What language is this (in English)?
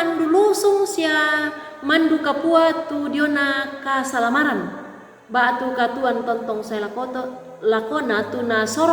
Toraja-Sa'dan